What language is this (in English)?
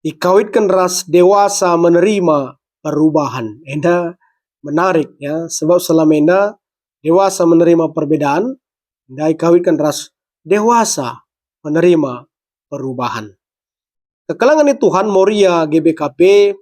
Batak Karo